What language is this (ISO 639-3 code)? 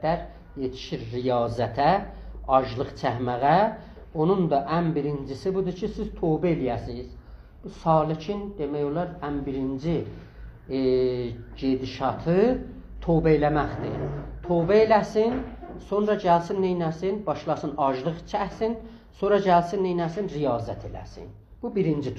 azb